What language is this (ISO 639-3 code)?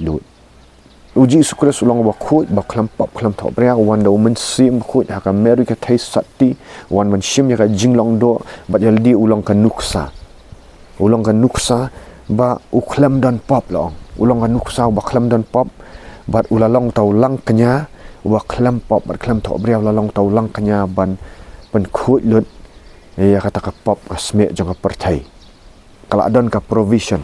kha